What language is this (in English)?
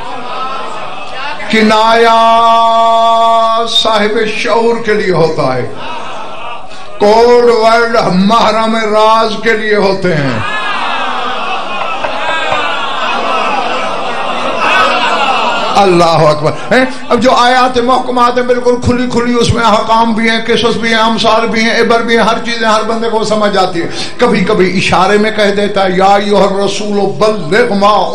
Urdu